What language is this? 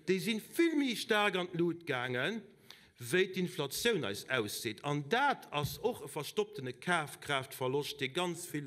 Luxembourgish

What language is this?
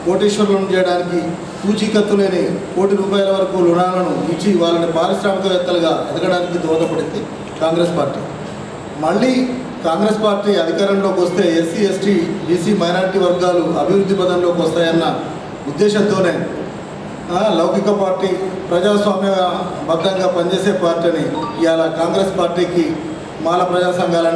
Telugu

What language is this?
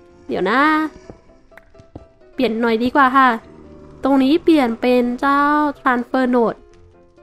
Thai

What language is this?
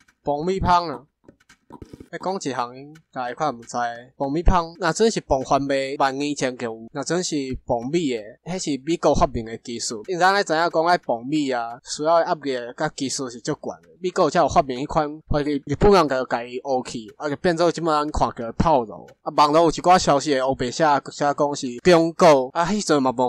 Min Nan Chinese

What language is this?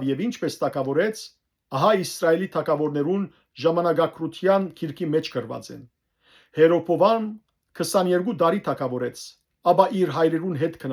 Western Armenian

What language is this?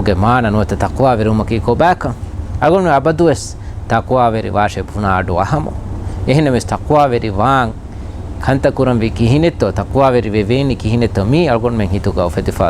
Divehi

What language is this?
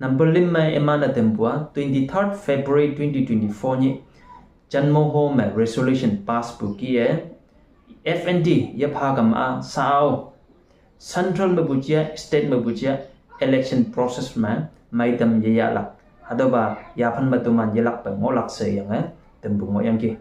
Konyak Naga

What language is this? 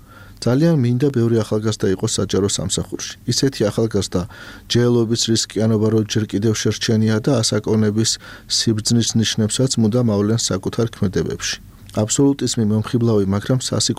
Georgian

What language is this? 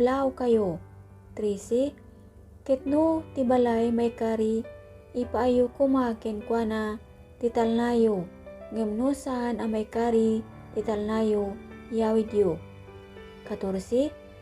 Iloko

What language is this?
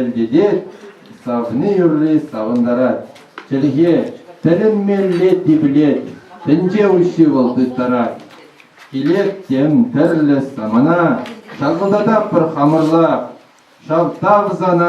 Chuvash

